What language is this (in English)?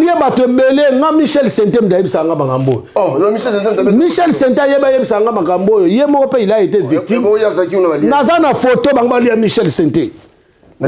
Lingala